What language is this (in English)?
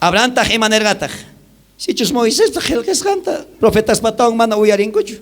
South Bolivian Quechua